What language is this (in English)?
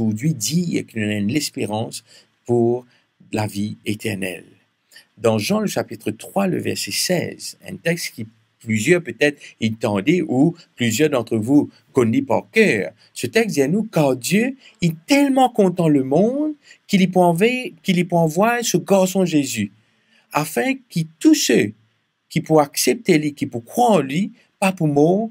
Morisyen